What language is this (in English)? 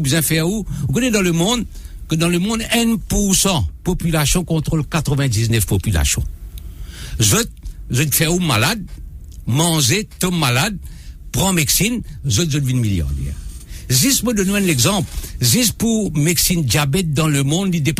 Morisyen